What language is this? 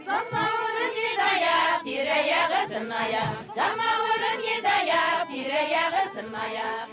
Bashkir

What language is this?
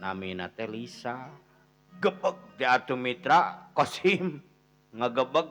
Sundanese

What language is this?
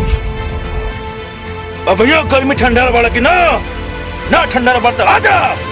Bhojpuri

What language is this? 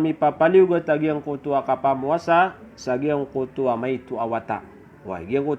Maranao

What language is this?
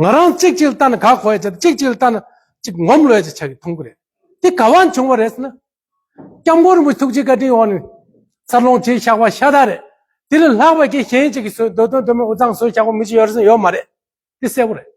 Tibetan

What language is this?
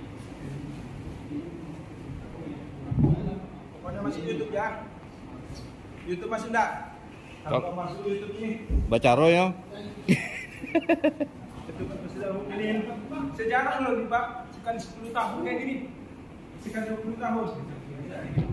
Indonesian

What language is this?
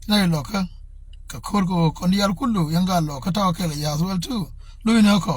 Nuer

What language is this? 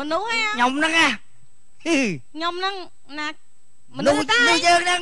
Khmer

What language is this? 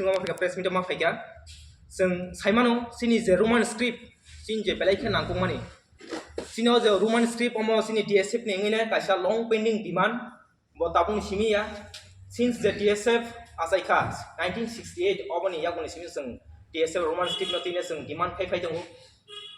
Kok Borok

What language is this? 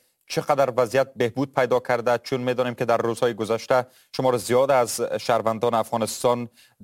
Persian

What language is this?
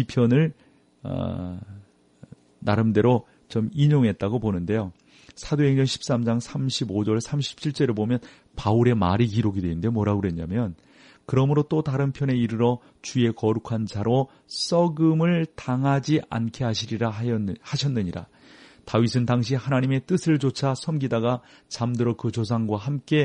Korean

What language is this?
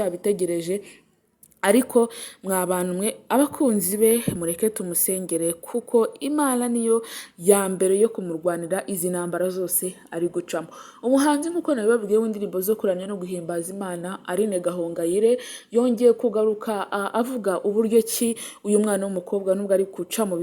Kinyarwanda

